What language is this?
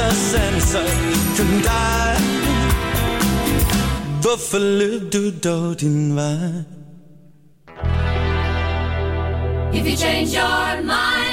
Danish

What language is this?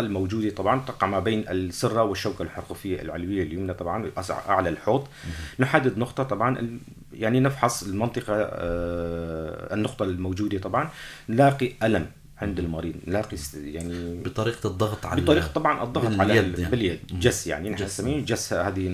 North Levantine Arabic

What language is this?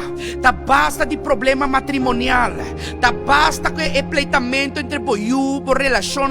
Papiamento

